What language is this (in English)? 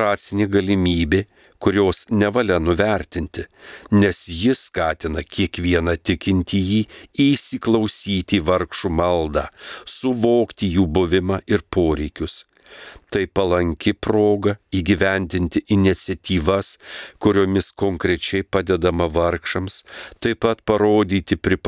Lithuanian